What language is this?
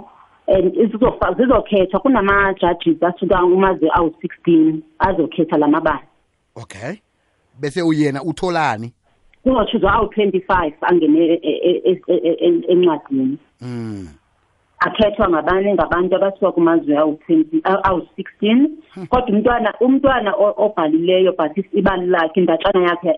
South Ndebele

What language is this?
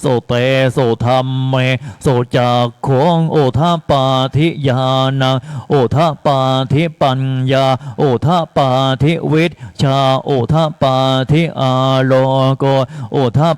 Pali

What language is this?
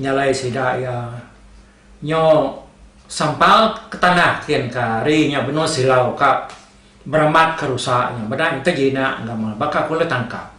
Iban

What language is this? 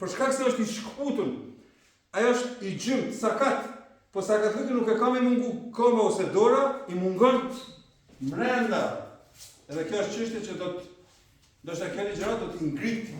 Albanian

